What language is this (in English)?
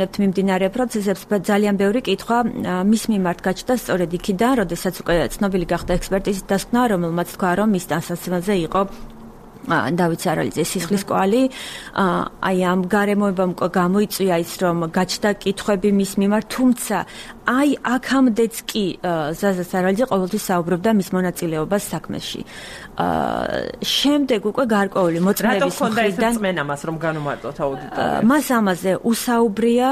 Georgian